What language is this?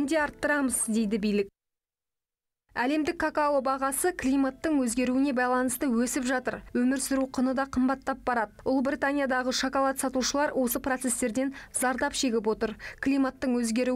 Kazakh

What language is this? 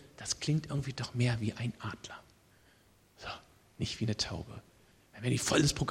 German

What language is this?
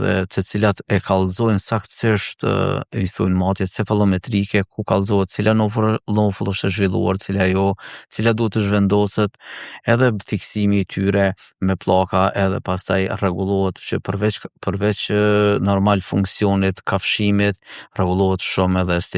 Albanian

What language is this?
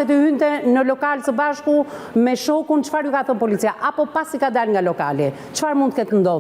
Albanian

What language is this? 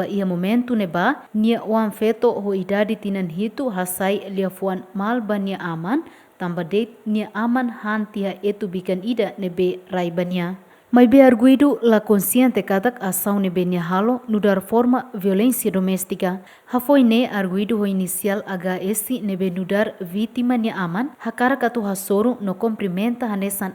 Tetum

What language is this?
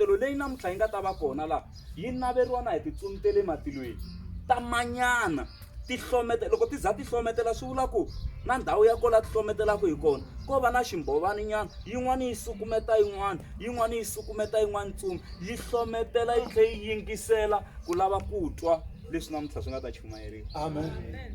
Tsonga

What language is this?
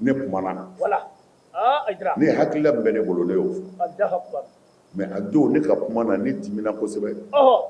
Bambara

